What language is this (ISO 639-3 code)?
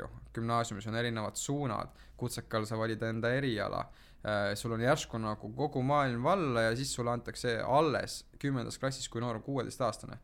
est